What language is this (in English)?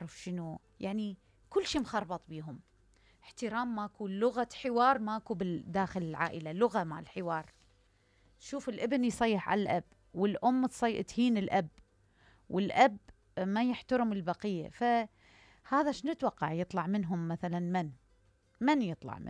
Mesopotamian Arabic